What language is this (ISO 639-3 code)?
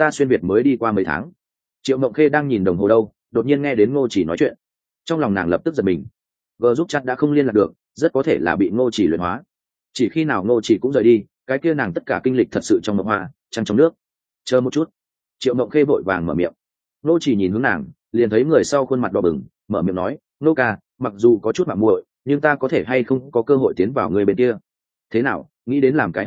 vie